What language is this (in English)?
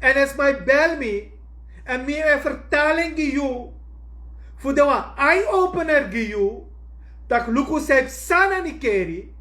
Sranan Tongo